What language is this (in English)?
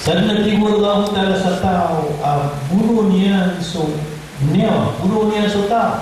Maranao